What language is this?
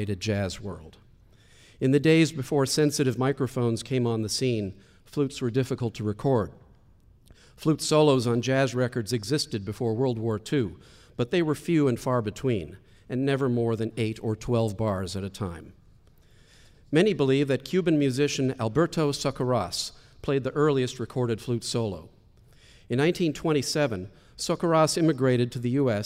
English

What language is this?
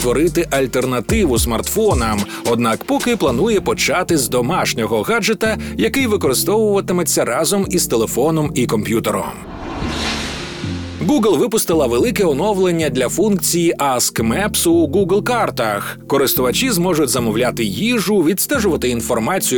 Ukrainian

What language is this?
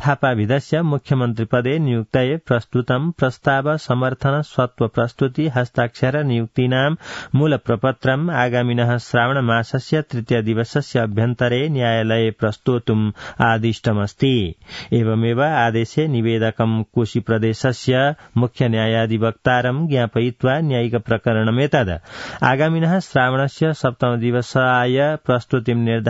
Sanskrit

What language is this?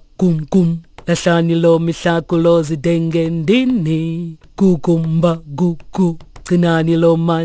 Xhosa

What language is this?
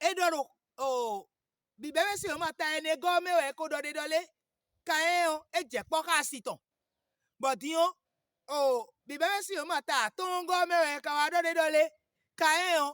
Fon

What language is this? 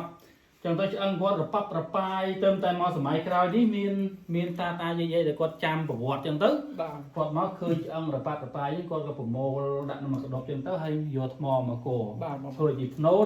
Khmer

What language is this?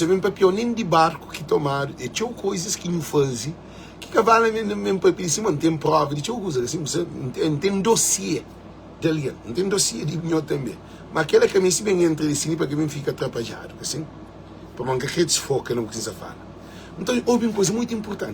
Kabuverdianu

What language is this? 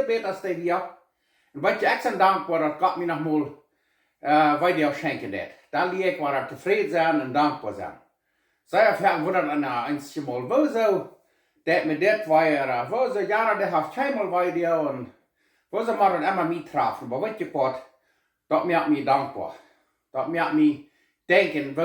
Plautdietsch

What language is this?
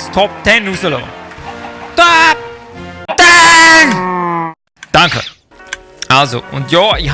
Swiss German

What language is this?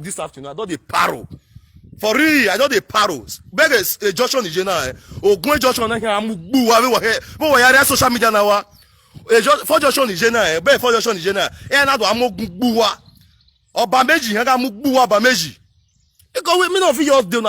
Nigerian Pidgin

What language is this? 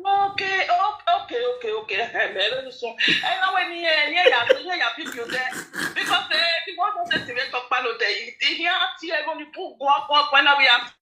Nigerian Pidgin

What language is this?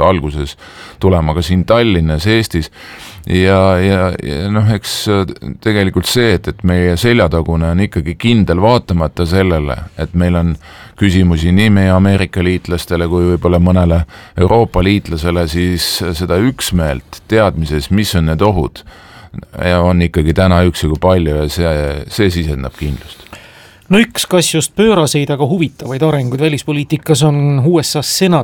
Estonian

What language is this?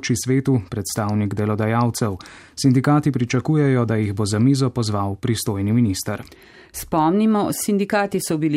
Slovenian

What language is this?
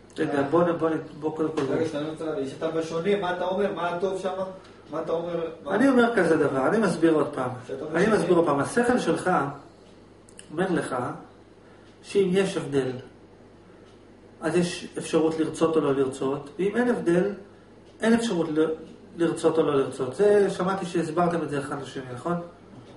Hebrew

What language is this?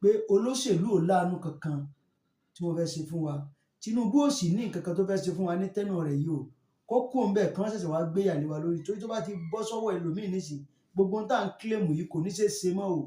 Yoruba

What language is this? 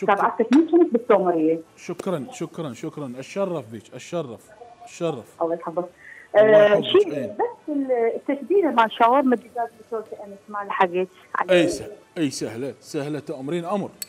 Mesopotamian Arabic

